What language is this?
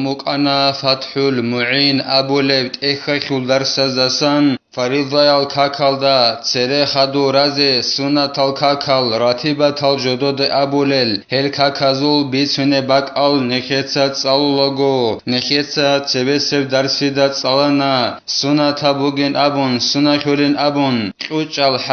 Avaric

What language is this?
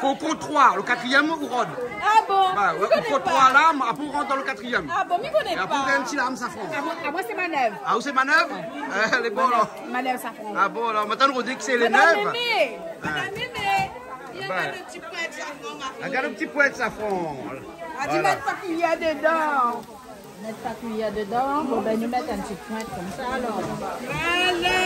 Réunion Creole French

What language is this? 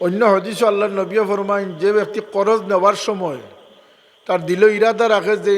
Sylheti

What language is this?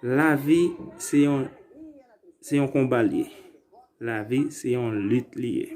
Haitian Creole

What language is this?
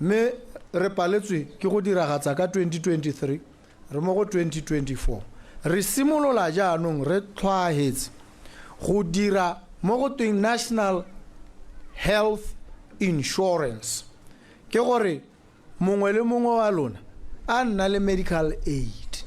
Tswana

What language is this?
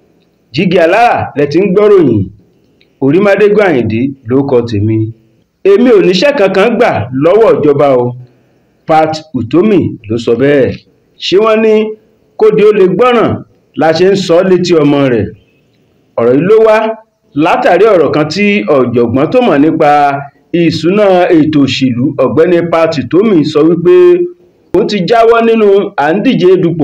Yoruba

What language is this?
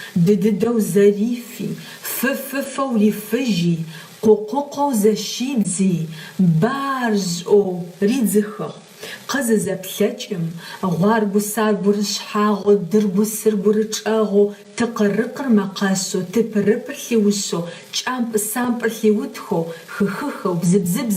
Adyghe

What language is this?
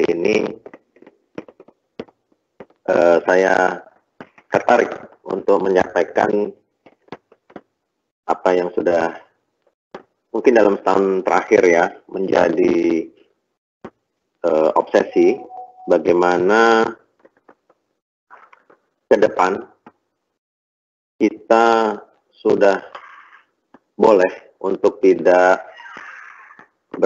Indonesian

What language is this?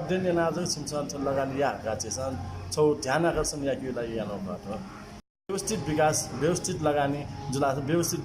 Newari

